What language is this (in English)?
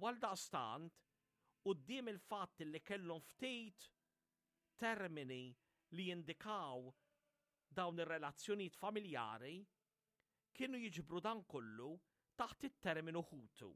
Maltese